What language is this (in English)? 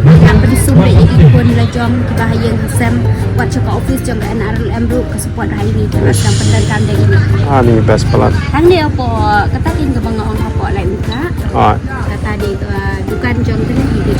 Khasi